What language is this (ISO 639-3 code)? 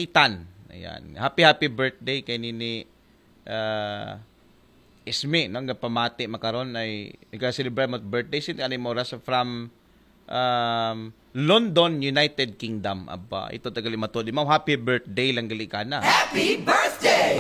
akl